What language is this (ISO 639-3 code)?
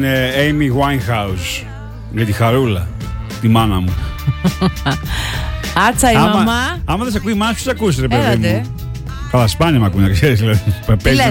ell